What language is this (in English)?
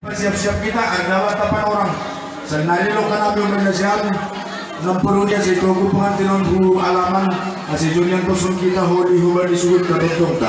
Batak Simalungun